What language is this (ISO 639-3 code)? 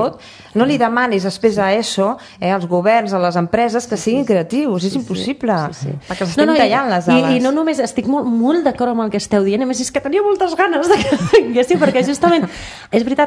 cat